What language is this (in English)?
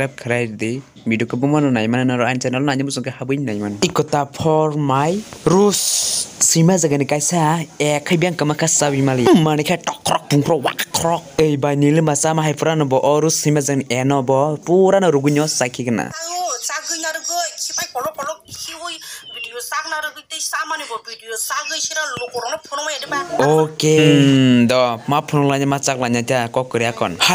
Kok Borok